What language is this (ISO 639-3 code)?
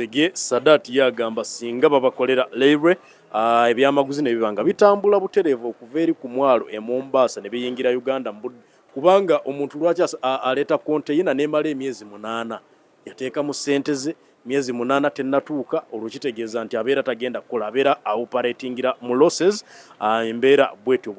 lug